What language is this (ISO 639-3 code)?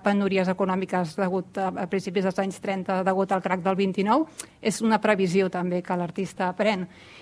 cat